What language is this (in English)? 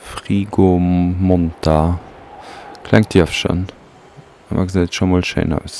Luxembourgish